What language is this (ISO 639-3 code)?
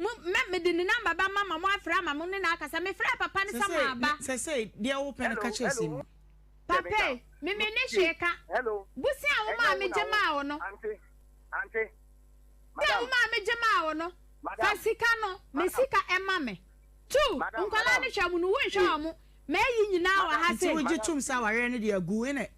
aka